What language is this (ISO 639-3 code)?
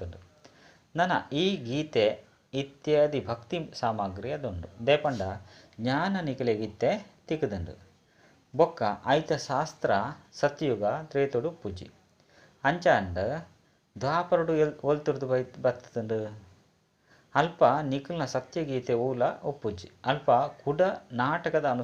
tcy